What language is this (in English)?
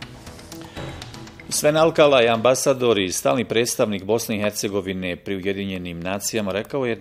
Bosnian